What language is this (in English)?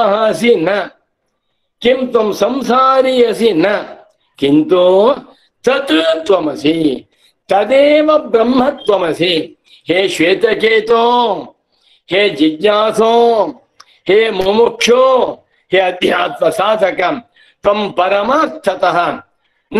Sanskrit